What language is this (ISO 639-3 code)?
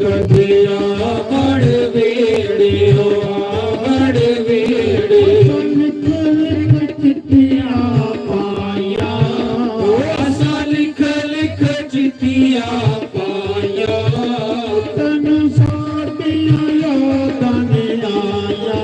doi